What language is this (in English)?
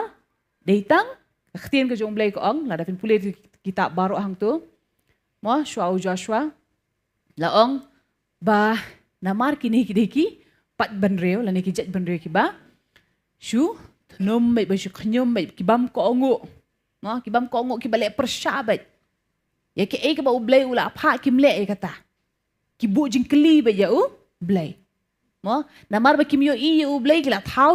Khasi